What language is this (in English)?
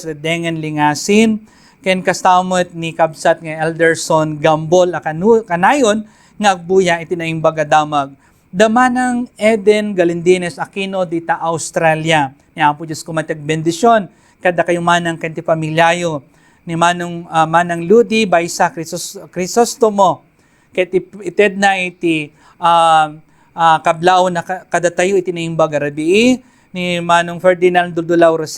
Iloko